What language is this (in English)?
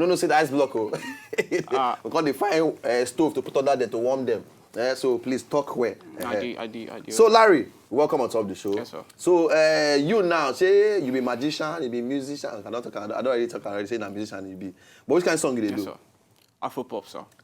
Nigerian Pidgin